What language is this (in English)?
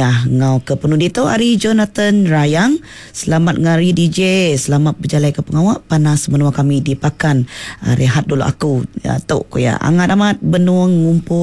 Iban